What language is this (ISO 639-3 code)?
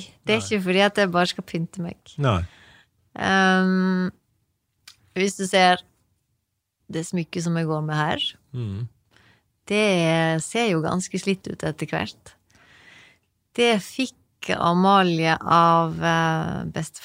nor